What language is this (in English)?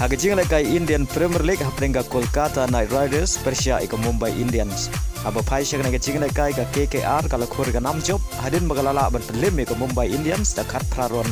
Khasi